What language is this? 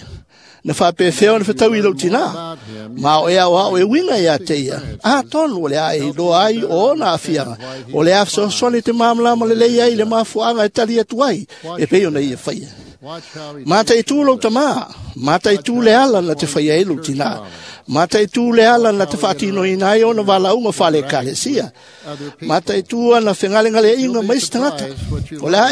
Samoan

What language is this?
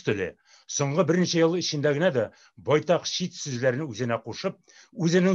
Tatar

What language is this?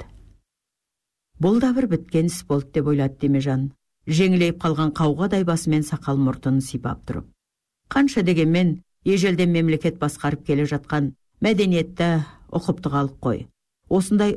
Kazakh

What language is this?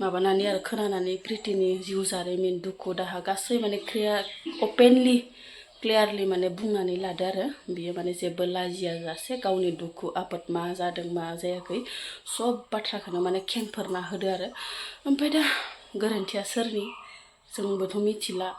Bodo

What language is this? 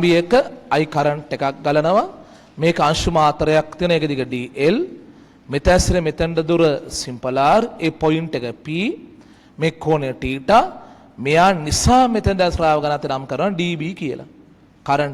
Sinhala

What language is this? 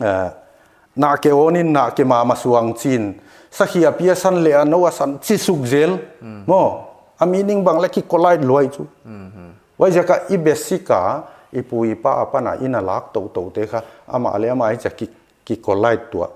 Paite Chin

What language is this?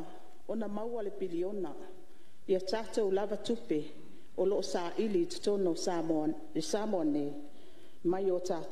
Samoan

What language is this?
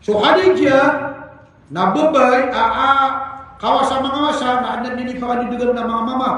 Maranao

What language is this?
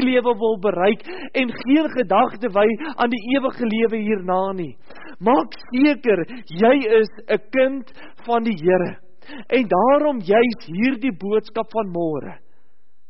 Afrikaans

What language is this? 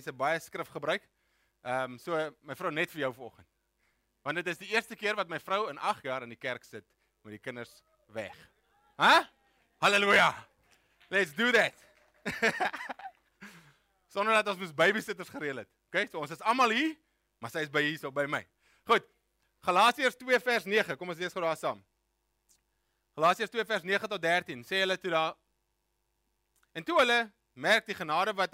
Afrikaans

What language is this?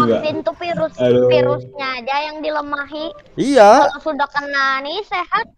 Banjar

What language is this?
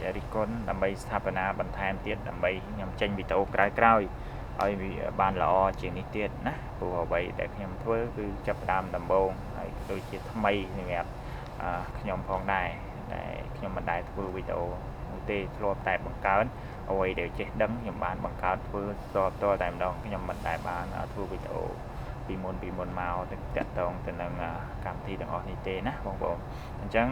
Khmer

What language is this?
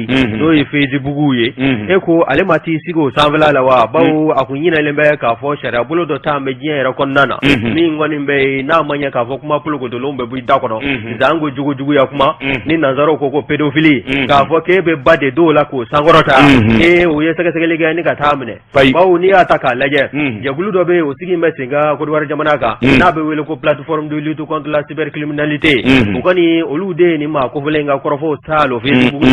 Bambara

